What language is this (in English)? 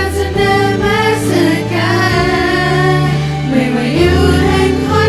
Lahu